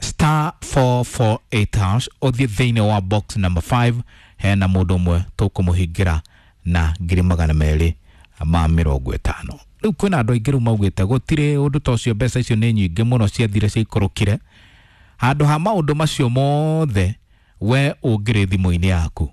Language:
Kikuyu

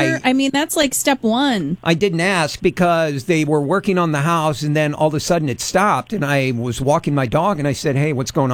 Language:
English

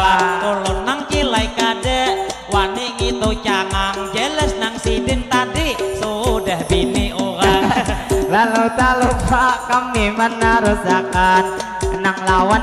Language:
Banjar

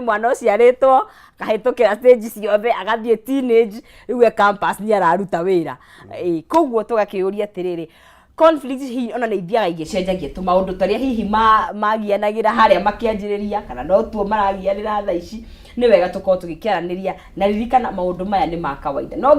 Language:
Kikuyu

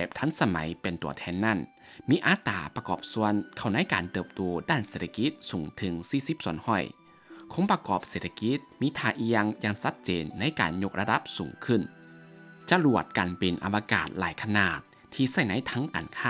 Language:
Lao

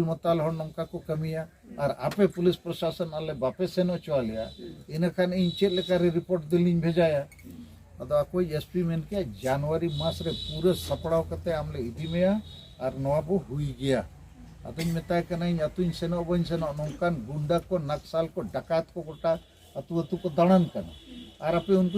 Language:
Santali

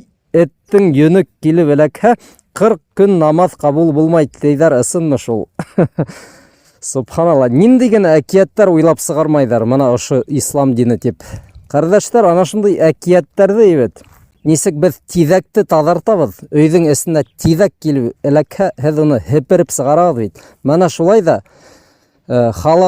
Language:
Bashkir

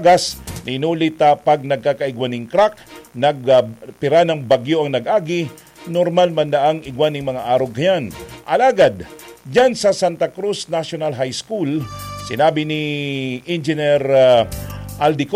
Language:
Bikol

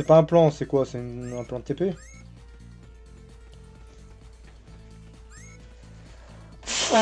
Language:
French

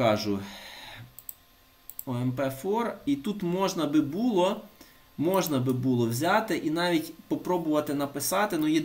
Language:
Ukrainian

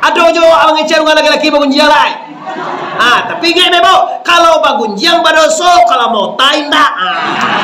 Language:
Minangkabau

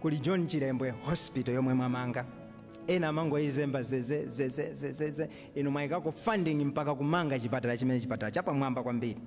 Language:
Nyanja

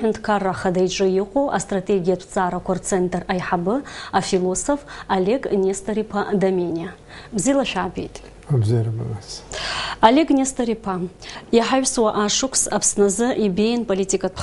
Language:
Abkhazian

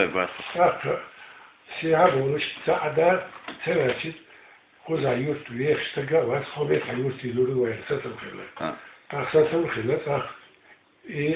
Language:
Chechen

